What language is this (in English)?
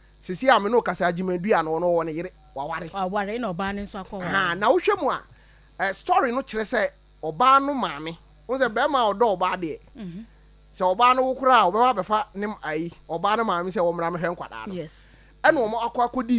Akan